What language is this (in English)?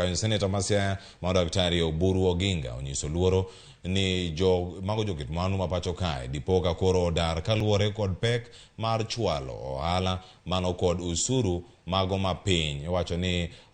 Luo (Kenya and Tanzania)